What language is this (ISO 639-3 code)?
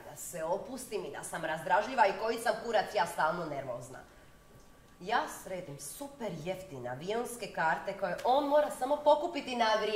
hrv